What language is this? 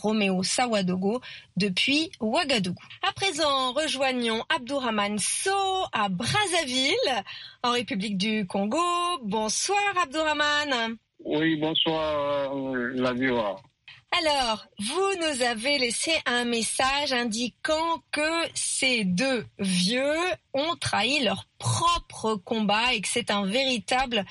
French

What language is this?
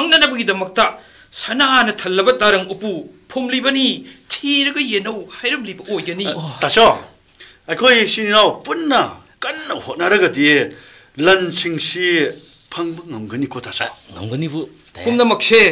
Manipuri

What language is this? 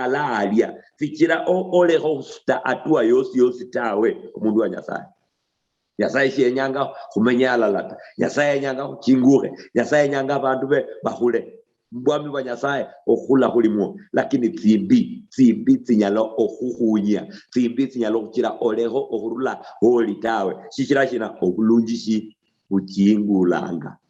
Luyia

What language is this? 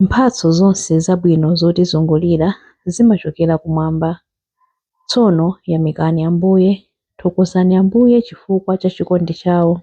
Nyanja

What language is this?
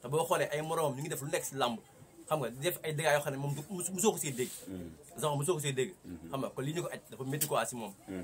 Wolof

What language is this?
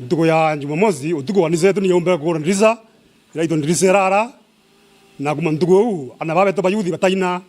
Meru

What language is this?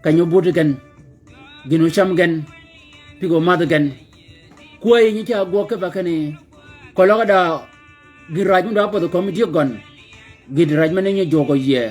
Shilluk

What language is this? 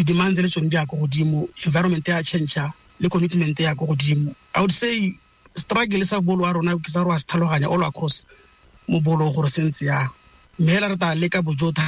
Tswana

